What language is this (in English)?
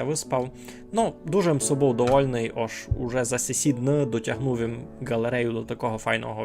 Rusyn